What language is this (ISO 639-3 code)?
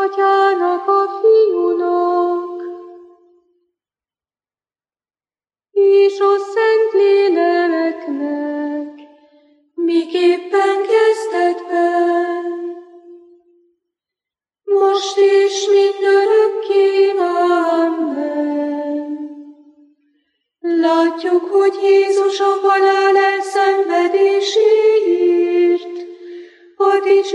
hun